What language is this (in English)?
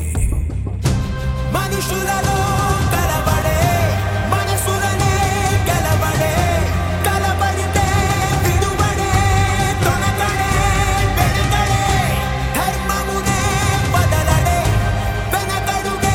Telugu